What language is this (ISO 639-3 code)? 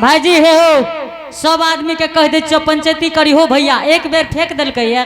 anp